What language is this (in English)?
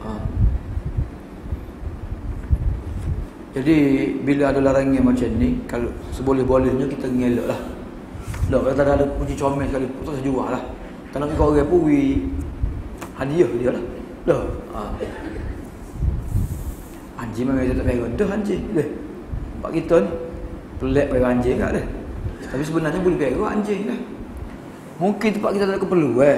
Malay